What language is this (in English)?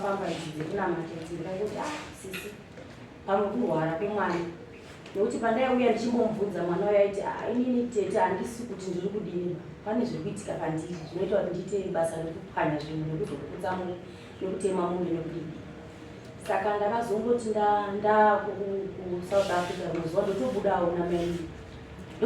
Shona